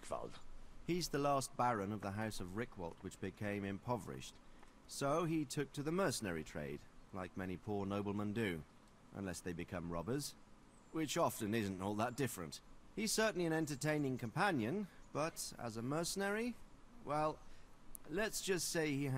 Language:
English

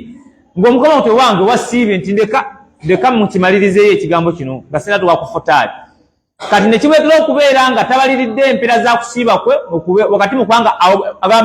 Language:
Ganda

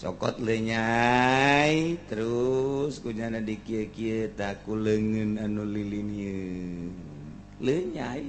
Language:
Sundanese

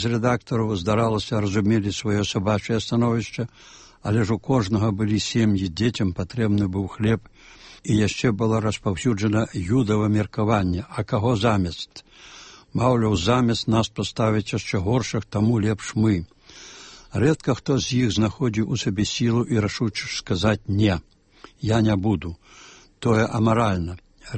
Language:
Belarusian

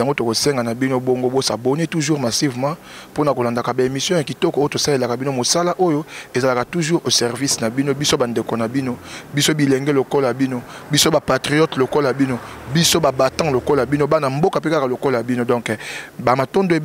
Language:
Lingala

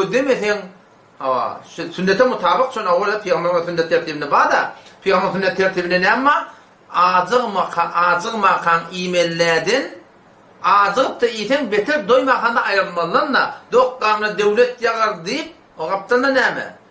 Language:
Turkmen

